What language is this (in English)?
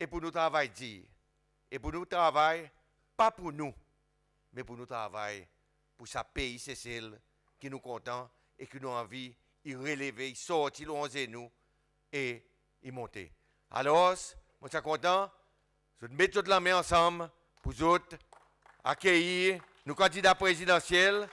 Seselwa Creole French